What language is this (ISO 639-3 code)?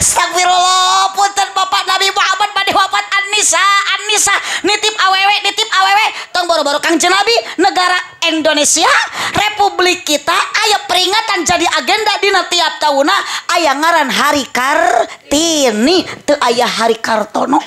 sun